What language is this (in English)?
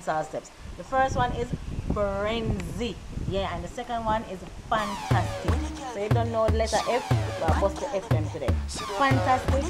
Jamaican Creole English